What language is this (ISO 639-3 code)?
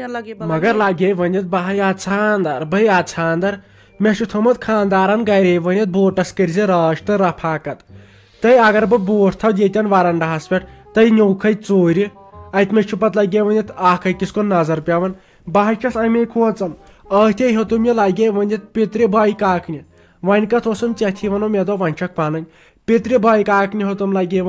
kas